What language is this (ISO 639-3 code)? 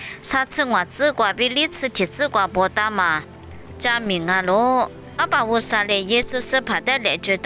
lis